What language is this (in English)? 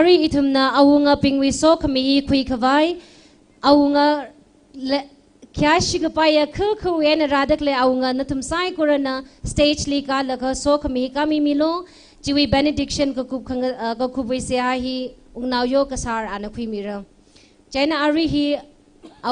Tangkhul Naga (India)